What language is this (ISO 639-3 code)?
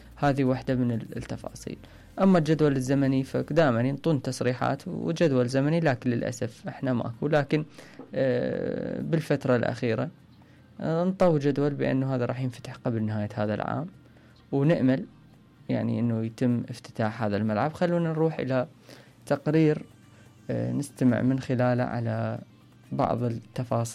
acm